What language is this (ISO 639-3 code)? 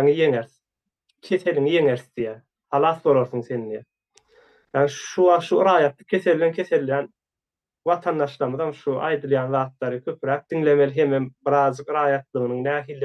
tuk